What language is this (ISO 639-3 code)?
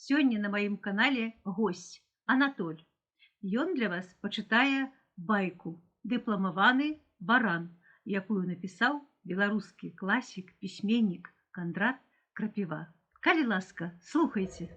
bel